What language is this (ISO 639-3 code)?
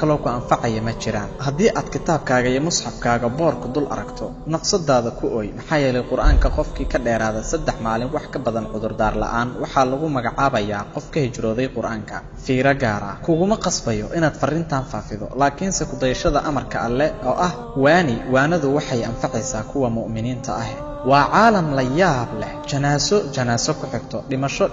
som